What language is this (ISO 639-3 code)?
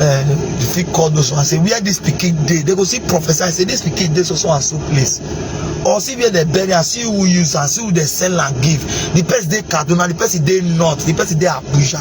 pcm